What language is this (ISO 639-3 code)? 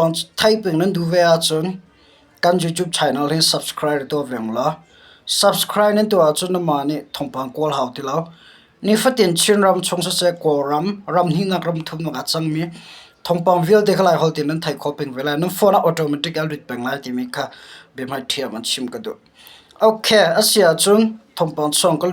cnh